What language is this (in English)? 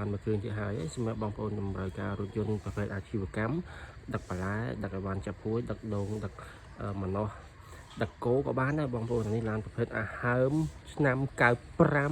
Khmer